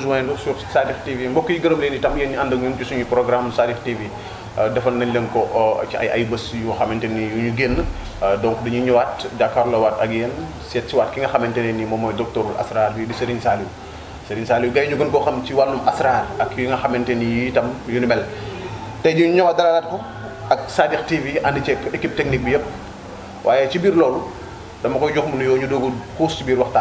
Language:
Wolof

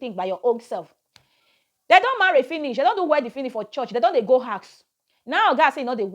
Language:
Nigerian Pidgin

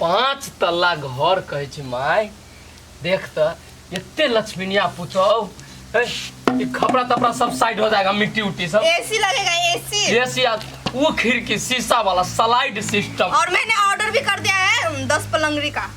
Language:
Maithili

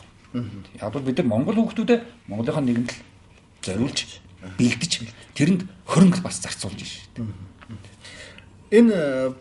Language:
Mongolian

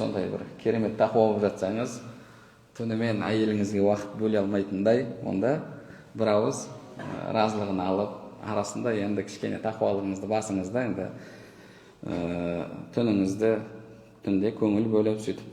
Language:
Kazakh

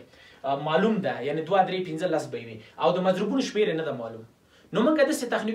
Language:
Pashto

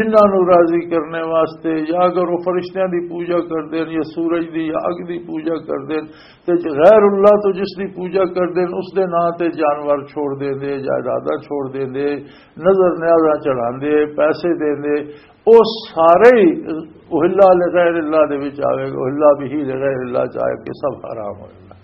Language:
Western Panjabi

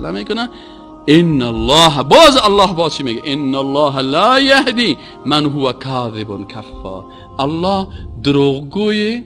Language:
Persian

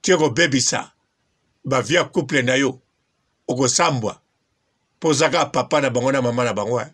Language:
Lingala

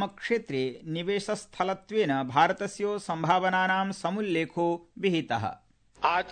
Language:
Sanskrit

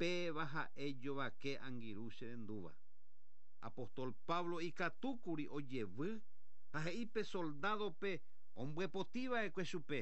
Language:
Guarani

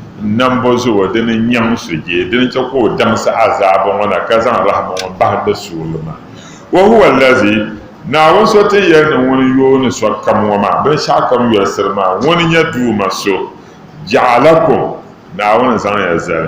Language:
Dagbani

